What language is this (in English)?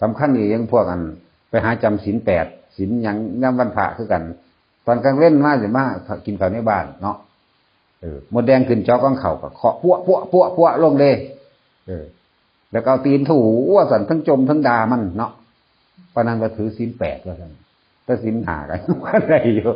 Northeastern Thai